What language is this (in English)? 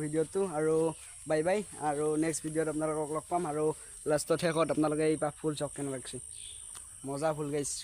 Assamese